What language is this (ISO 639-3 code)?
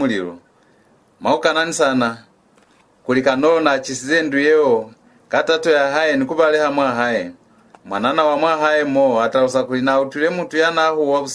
loz